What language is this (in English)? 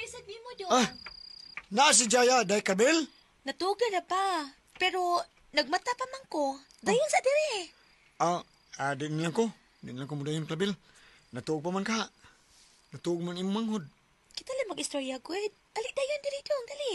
Cebuano